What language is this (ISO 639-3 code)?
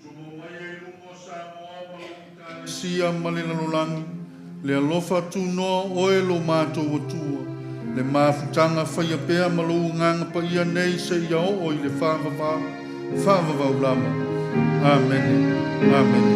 smo